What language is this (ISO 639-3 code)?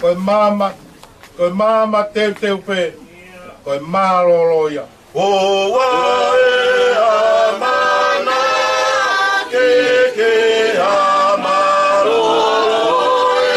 ton